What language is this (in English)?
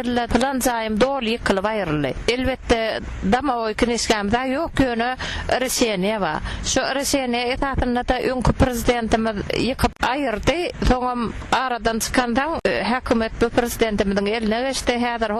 Turkmen